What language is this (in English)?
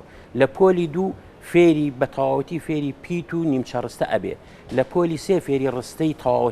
Central Kurdish